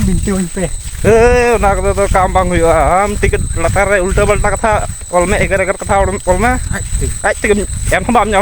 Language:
Santali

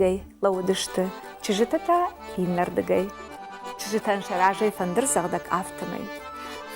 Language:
Ossetic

